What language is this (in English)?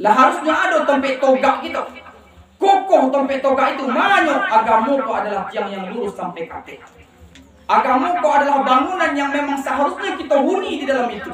Minangkabau